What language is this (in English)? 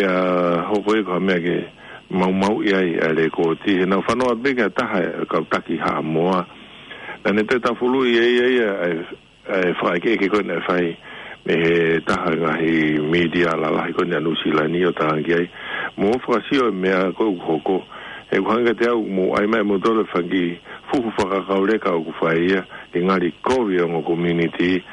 Tongan